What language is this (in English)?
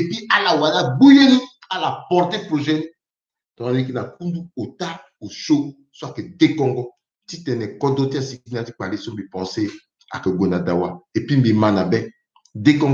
Sango